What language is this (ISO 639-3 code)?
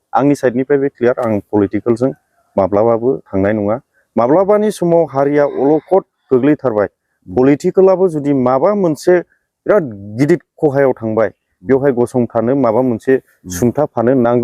brx